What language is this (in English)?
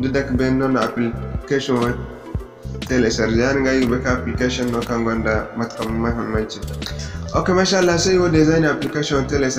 Zarma